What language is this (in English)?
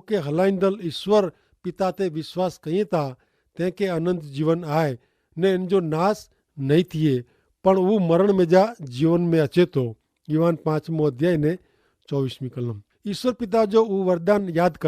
Kachhi